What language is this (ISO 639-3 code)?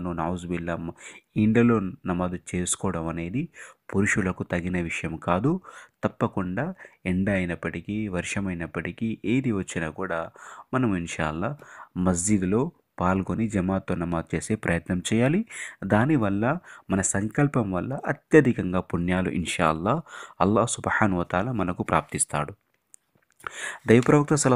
tel